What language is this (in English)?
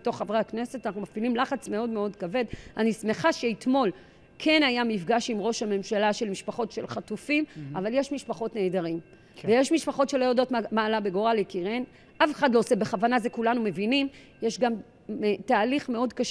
Hebrew